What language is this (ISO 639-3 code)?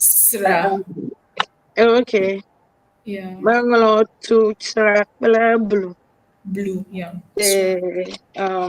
ewe